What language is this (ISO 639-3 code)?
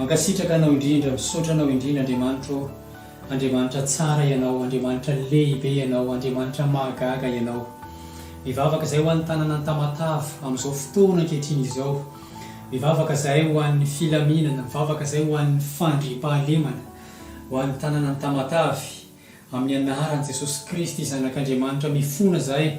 mlg